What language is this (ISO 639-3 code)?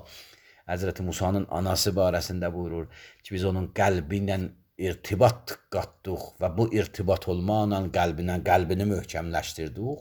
aze